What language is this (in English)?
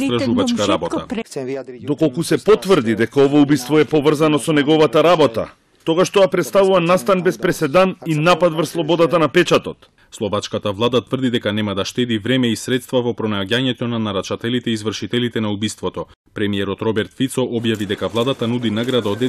Macedonian